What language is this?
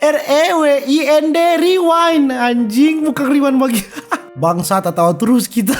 Manado Malay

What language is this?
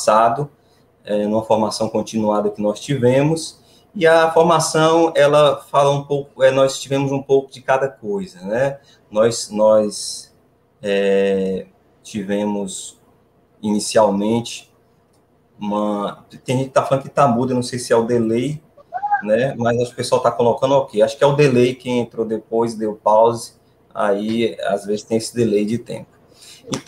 Portuguese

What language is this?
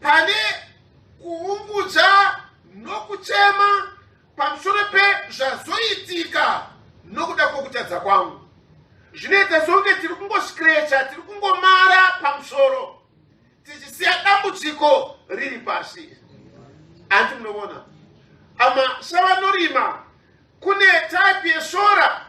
Shona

